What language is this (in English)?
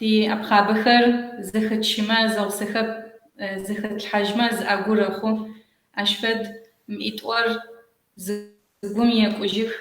Kabardian